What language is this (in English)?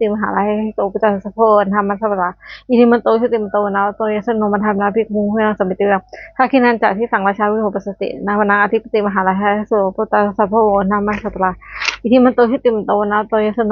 Pali